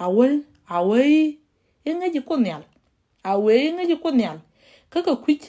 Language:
Nuer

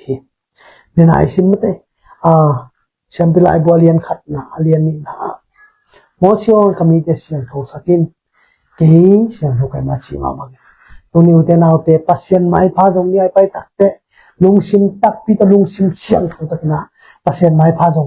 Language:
Tedim Chin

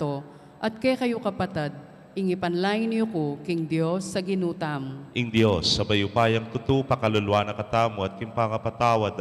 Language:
Pampanga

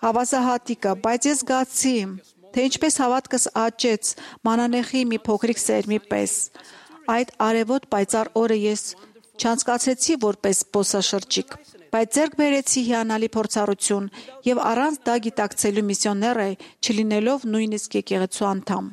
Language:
Armenian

